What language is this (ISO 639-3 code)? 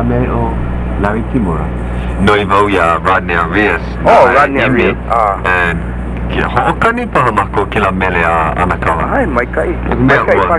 haw